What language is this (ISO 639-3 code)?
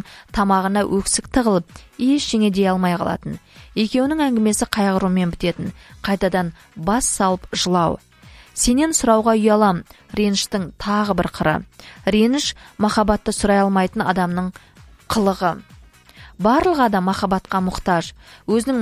kaz